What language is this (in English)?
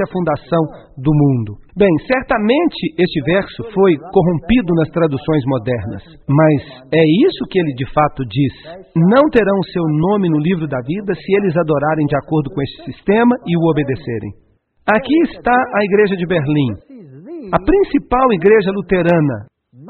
Portuguese